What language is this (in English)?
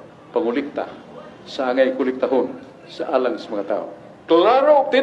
Cebuano